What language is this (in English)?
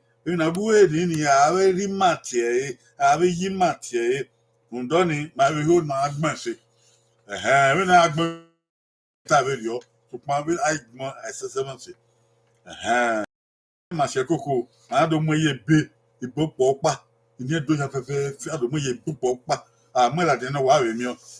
Bini